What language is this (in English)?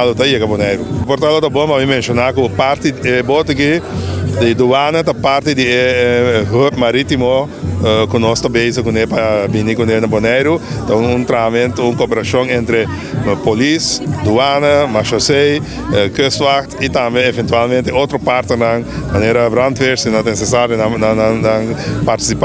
Papiamento